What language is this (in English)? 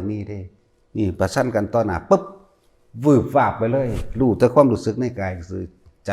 Northeastern Thai